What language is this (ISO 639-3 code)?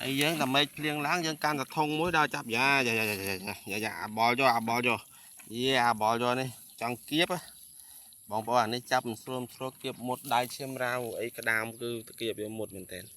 khm